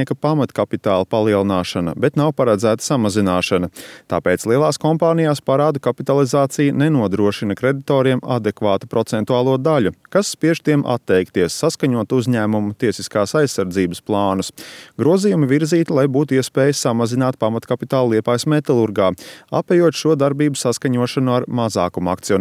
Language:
Latvian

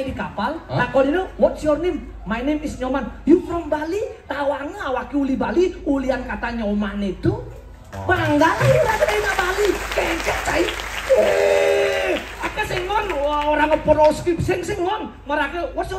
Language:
Balinese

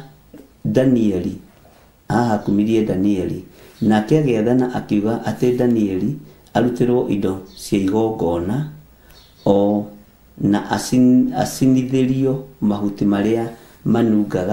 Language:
Kikuyu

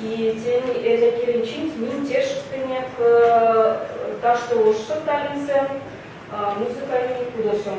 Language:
Erzya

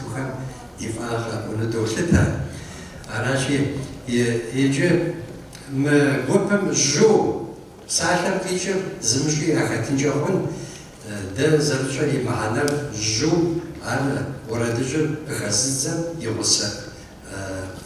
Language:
Kabardian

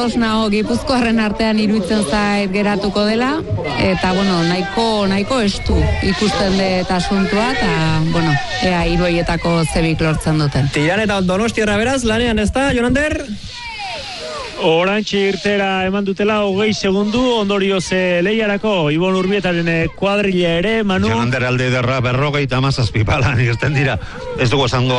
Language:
Basque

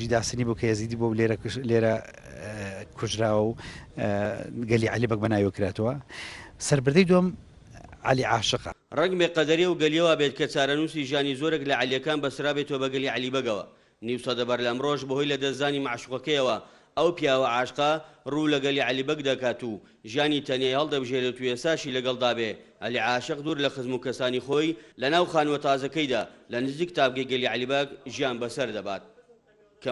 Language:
Central Kurdish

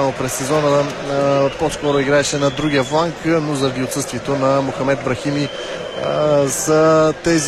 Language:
Bulgarian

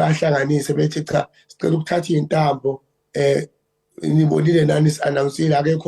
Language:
Zulu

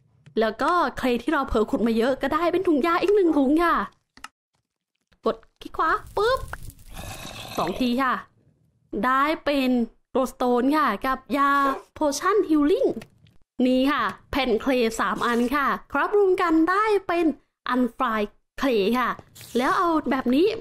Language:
Thai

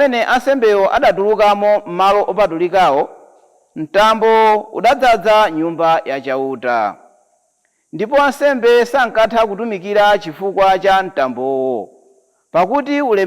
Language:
Nyanja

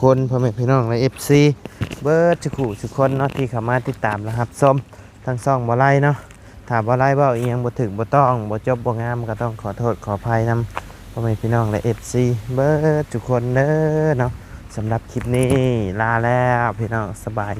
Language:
Lao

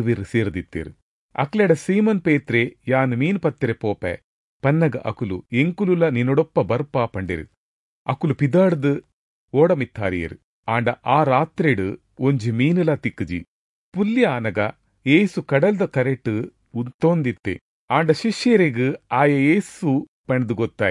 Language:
Tulu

